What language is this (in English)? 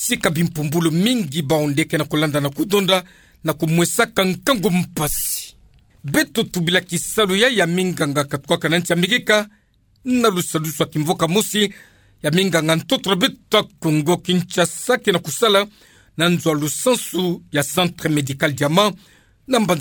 Kituba (Democratic Republic of Congo)